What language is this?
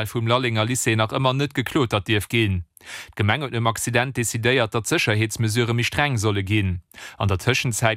Luxembourgish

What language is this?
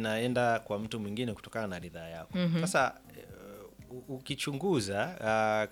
Swahili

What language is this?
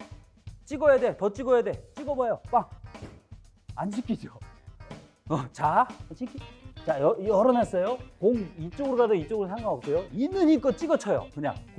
Korean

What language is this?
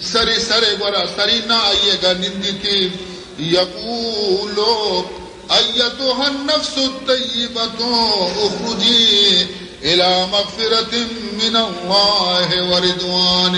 Baluchi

